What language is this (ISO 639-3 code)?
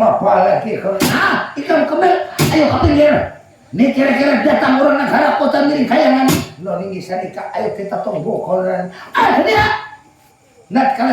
bjn